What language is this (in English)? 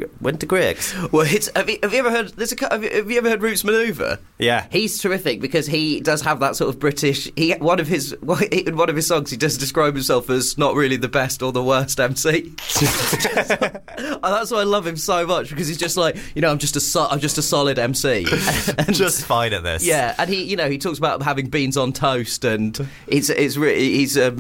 English